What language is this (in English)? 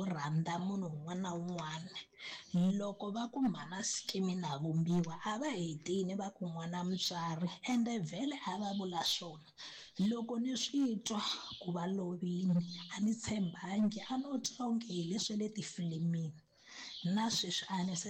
Tsonga